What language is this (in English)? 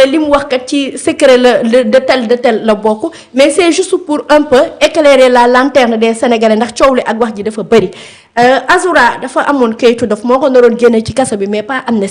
Wolof